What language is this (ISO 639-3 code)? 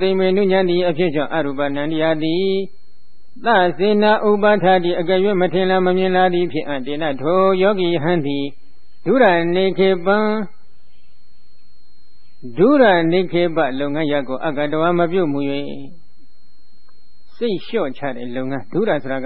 mya